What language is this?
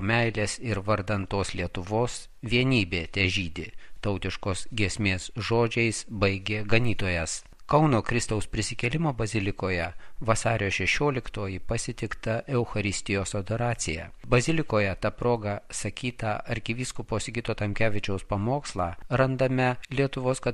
Lithuanian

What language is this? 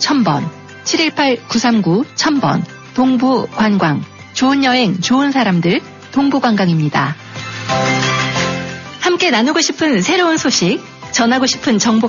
Korean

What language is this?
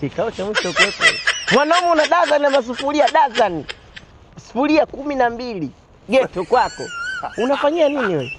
Swahili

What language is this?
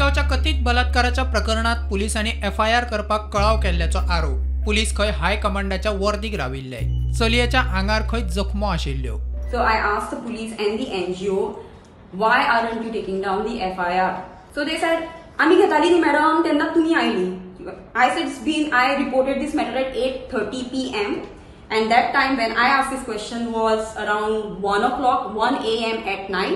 Konkani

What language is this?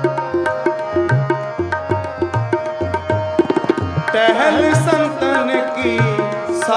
Punjabi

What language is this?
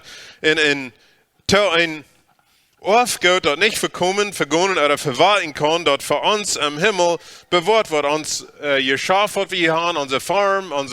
Plautdietsch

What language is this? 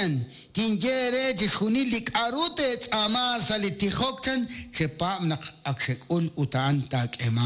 Kekchí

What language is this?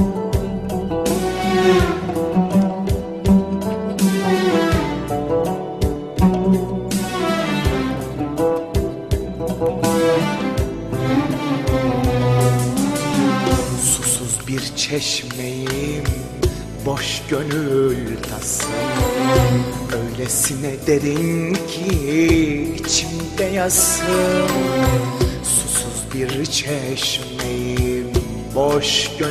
Turkish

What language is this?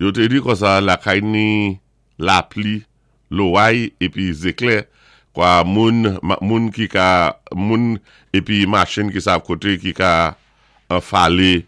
Saint Lucian Creole French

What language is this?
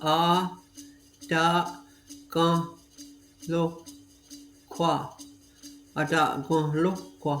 Mohawk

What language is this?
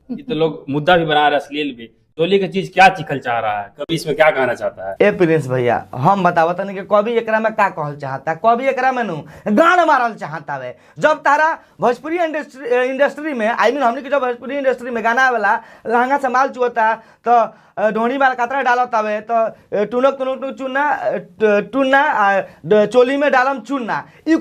Bhojpuri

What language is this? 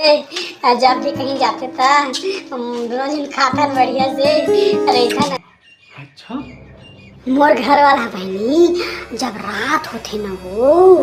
Chhattisgarhi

